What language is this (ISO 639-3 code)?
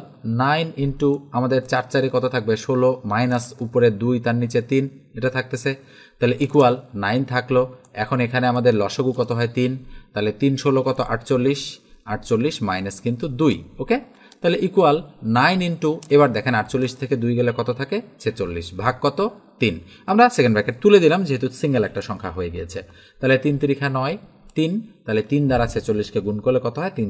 ben